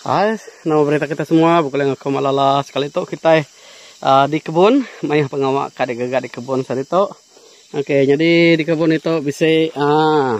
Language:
Iban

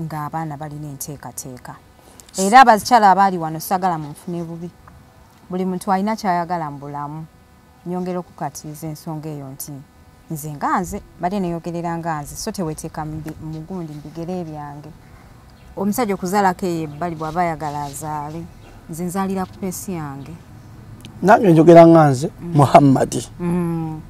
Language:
Ganda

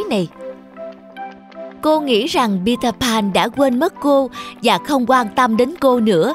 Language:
Vietnamese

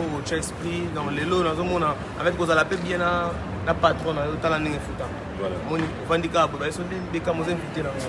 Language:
Lingala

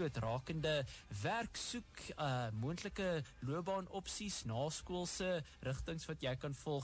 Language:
Afrikaans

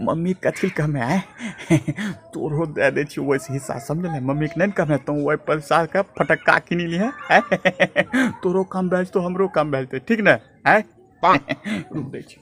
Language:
Angika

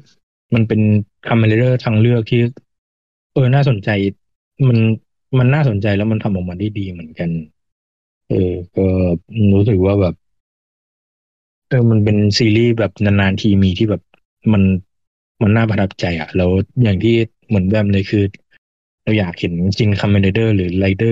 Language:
Thai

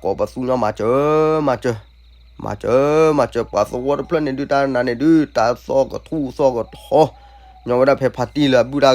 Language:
S'gaw Karen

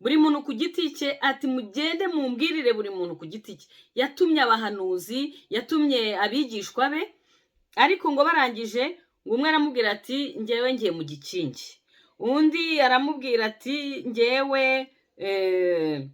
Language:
Kinyarwanda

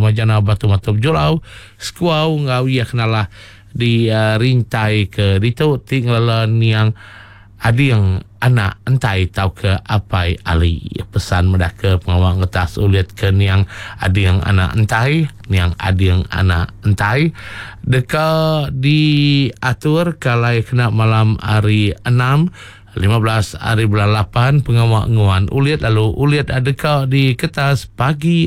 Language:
Iban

